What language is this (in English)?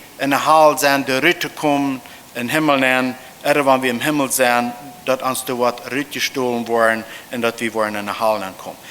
Plautdietsch